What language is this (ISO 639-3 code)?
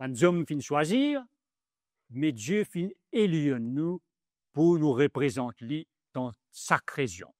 mfe